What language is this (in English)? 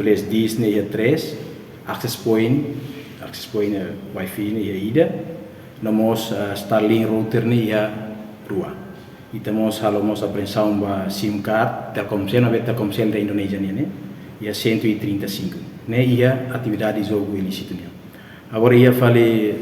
Tetum